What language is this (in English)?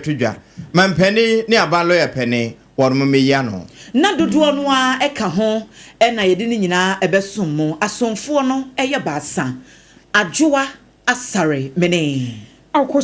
Akan